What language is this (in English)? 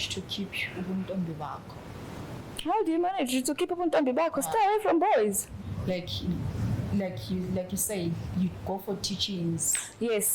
Zulu